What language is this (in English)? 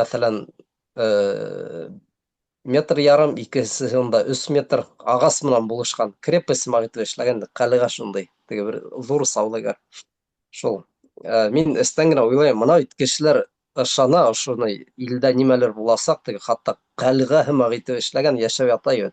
Bashkir